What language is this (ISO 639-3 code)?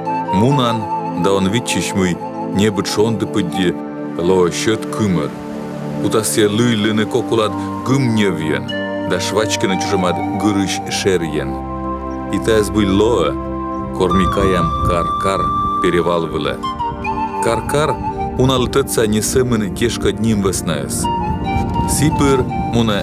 kom